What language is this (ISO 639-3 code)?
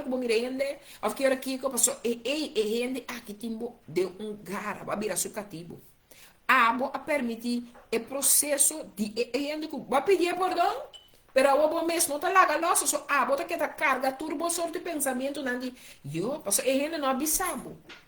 pap